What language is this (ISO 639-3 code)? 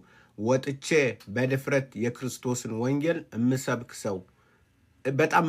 amh